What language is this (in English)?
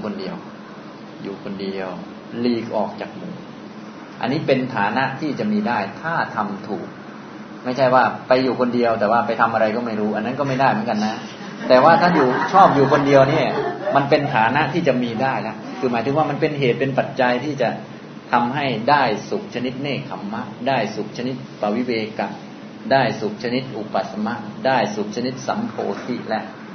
Thai